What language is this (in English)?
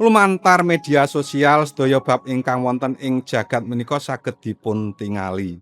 Javanese